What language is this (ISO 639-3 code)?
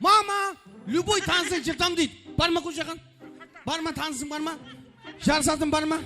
kaa